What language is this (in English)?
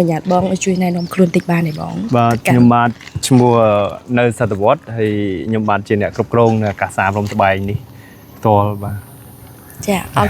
Khmer